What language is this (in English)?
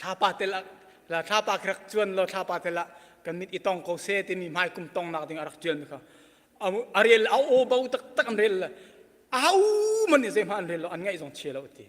Hakha Chin